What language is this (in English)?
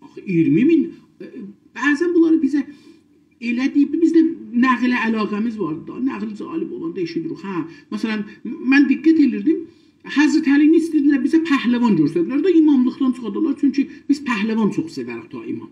South Azerbaijani